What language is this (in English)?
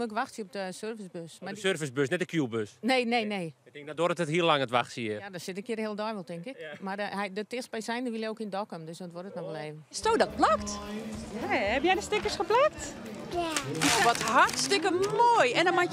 Western Frisian